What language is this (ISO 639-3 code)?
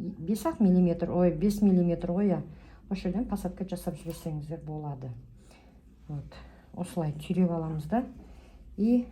kaz